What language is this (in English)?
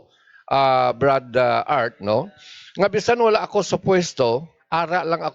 Hiligaynon